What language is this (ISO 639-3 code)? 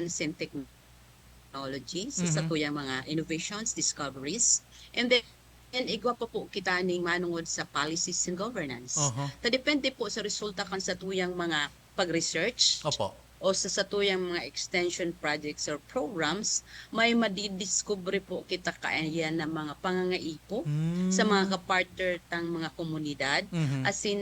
bik